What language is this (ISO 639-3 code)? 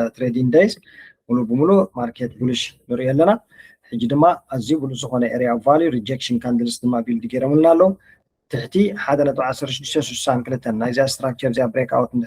tir